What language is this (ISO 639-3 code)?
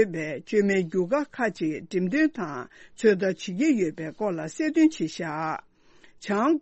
bod